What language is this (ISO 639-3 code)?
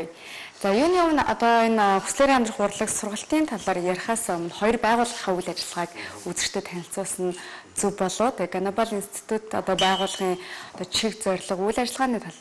mon